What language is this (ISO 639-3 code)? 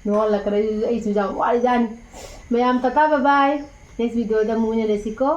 mni